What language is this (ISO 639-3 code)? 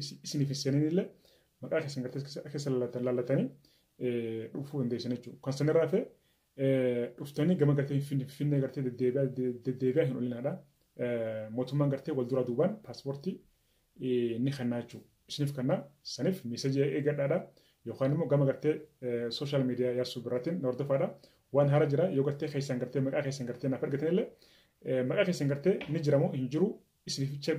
orm